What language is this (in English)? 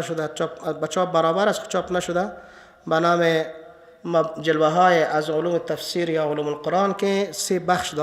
Persian